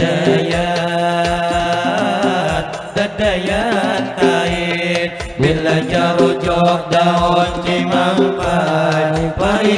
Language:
Banjar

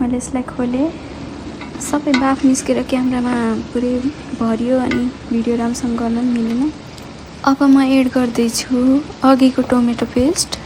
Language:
Nepali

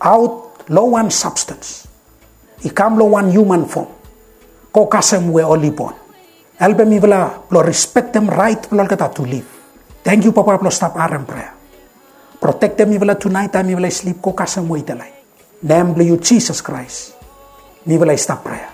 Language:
Bislama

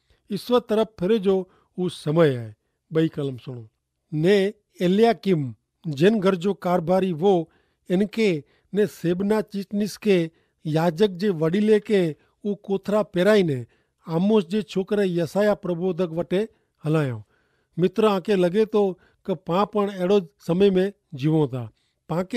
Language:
Kachhi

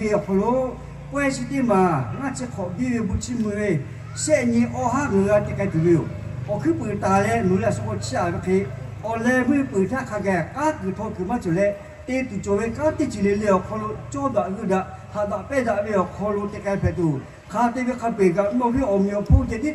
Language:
Lahu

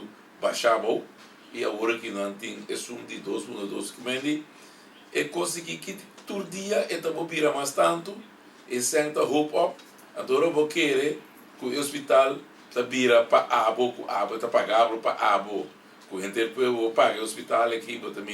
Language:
Papiamento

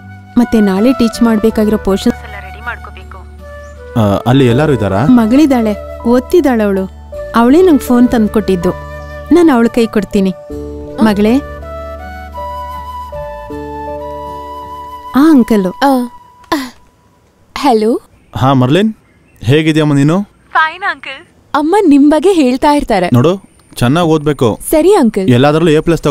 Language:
Kannada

